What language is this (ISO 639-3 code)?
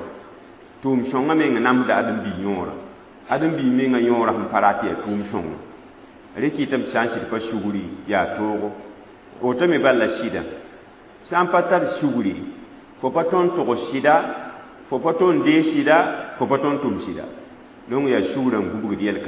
mos